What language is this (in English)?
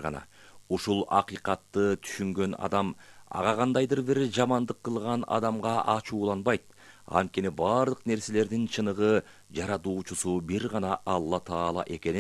Kyrgyz